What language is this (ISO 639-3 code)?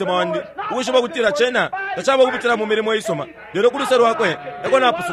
bem